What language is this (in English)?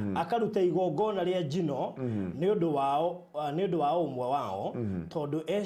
Kikuyu